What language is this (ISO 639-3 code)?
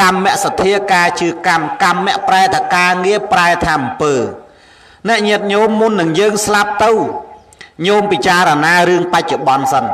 khm